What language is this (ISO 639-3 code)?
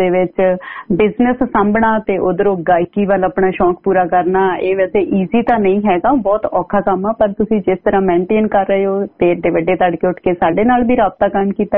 pan